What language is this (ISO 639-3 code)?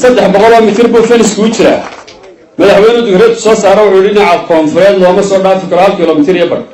som